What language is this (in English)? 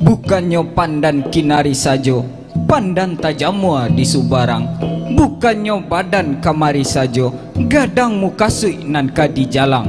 Minangkabau